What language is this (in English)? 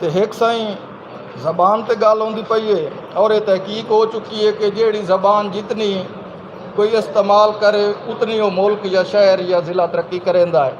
Saraiki